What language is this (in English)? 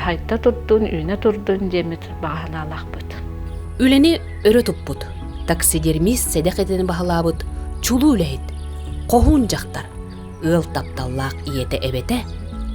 Yakut